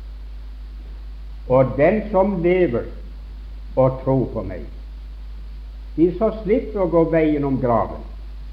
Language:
Norwegian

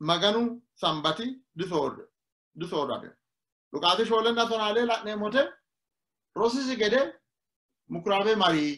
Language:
Sidamo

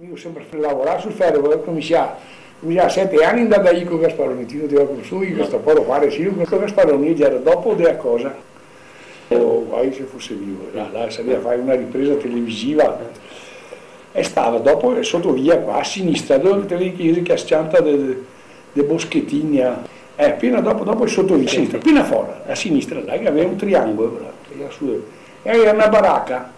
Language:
Venetian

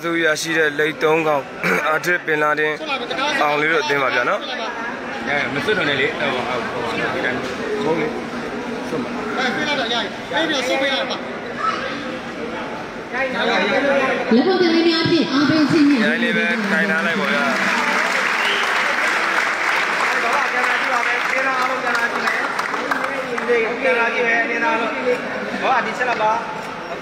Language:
Burmese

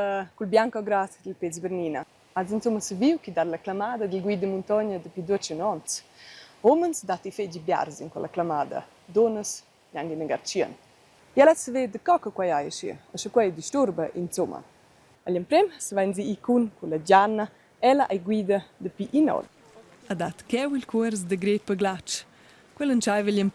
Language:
Romansh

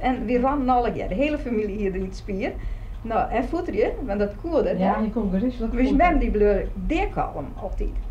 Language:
Western Frisian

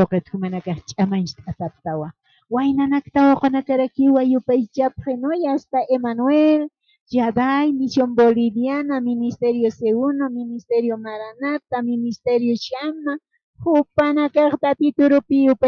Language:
Aymara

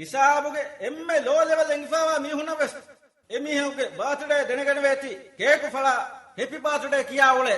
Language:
Divehi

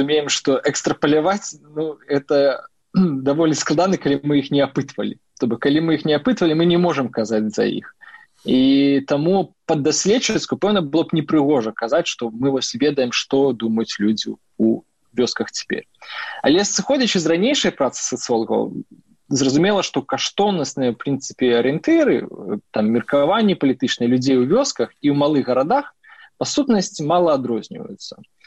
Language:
Belarusian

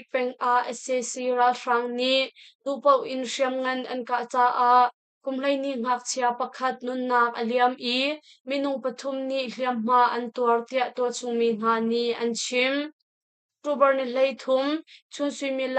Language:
Hakha Chin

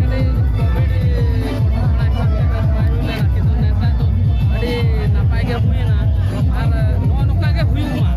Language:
Santali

